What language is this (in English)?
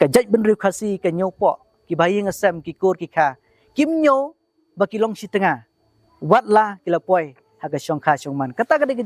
Khasi